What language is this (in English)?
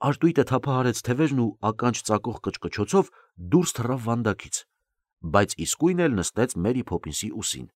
Armenian